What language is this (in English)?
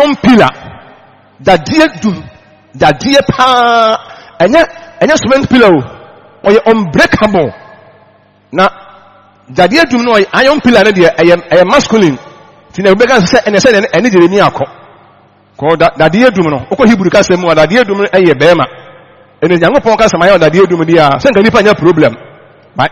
Akan